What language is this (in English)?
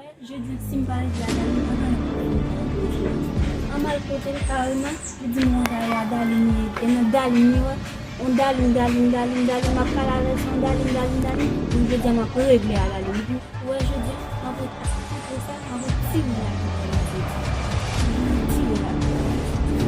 Haitian Creole